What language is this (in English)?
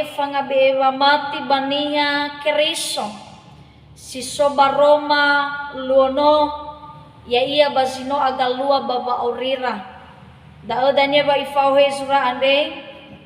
Nias